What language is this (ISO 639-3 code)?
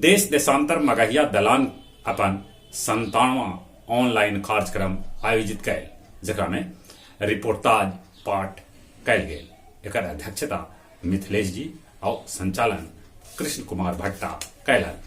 mag